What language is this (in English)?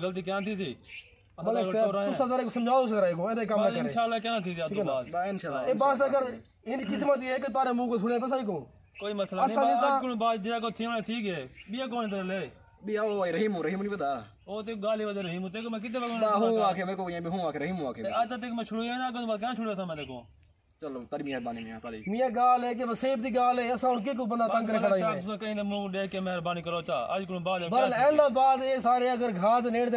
Saraiki